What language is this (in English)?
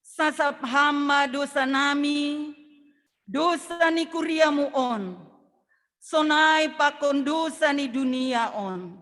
Batak Simalungun